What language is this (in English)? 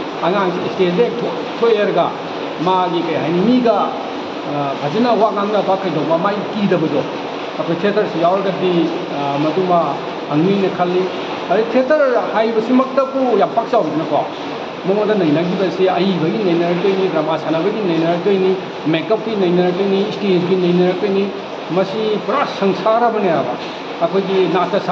Manipuri